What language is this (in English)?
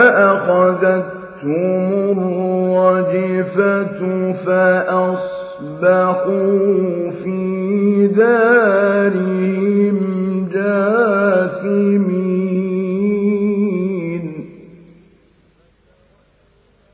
Arabic